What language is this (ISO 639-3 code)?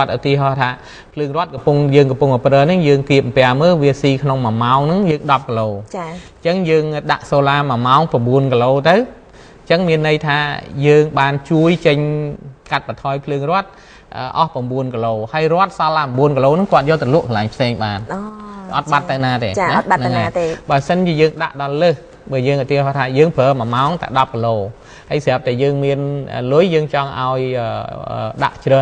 khm